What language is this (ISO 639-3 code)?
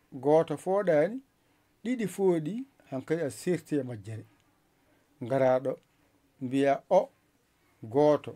ful